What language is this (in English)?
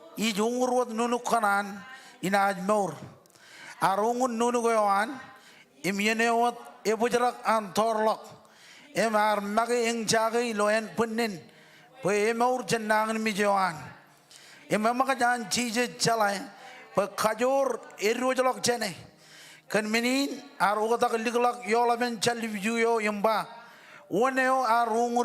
Marshallese